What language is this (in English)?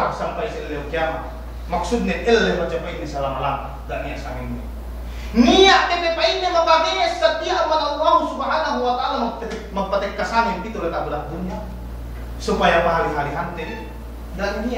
Yakan